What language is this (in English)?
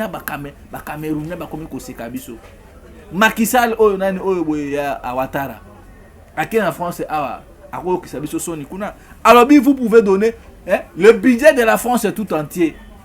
Lingala